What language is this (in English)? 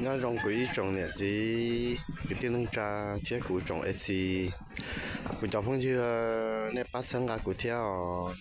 Hmong